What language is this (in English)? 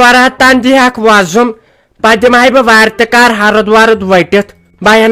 Kashmiri